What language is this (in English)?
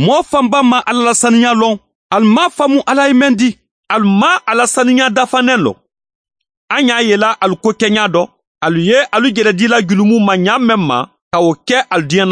Mandingo